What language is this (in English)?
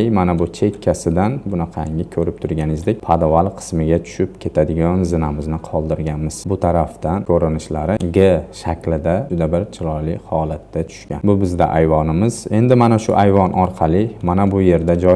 Uzbek